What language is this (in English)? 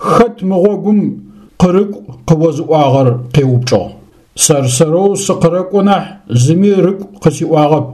Adyghe